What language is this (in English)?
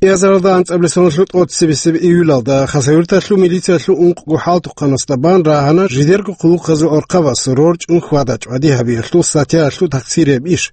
Avaric